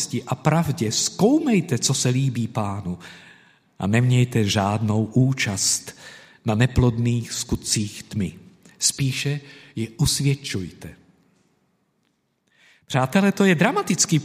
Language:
Czech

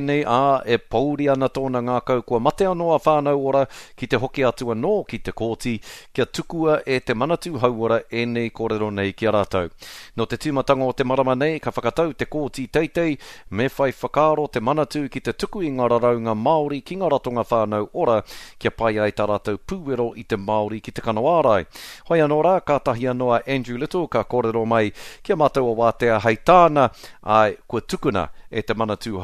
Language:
Māori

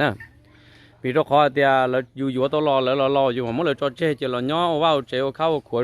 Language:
Hmong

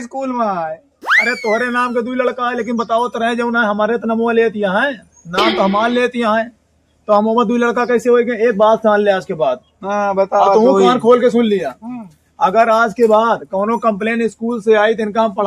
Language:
Awadhi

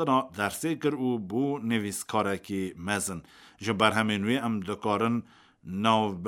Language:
Kurdish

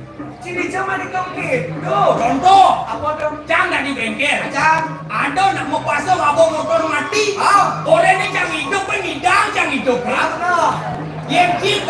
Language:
Balinese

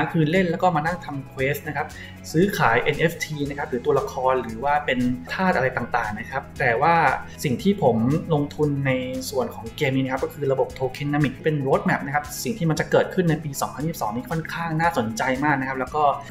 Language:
Thai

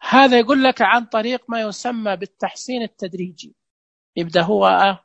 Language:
Najdi Arabic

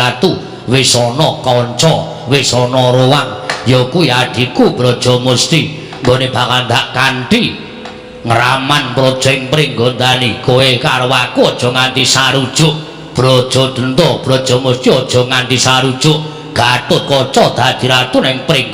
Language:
Javanese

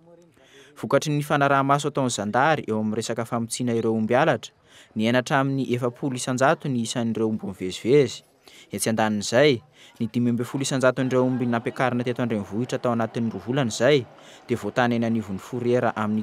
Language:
Malagasy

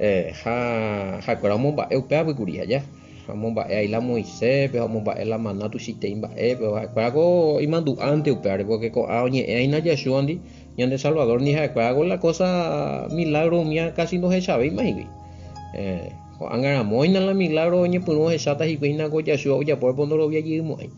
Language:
Guarani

